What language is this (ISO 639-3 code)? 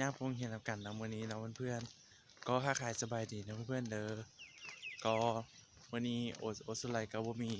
lao